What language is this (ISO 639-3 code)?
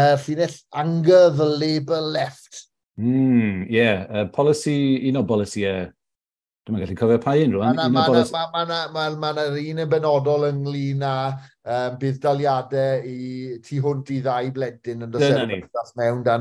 cym